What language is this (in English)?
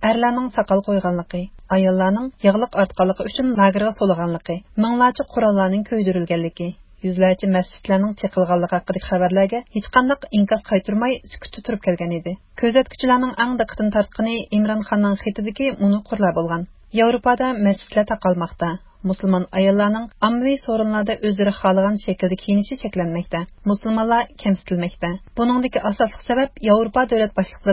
Uyghur